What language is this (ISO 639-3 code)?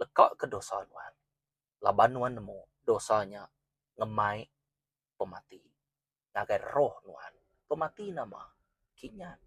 iba